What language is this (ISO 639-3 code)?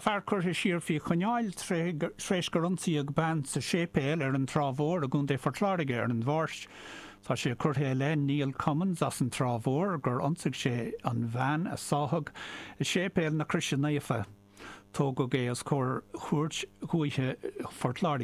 gle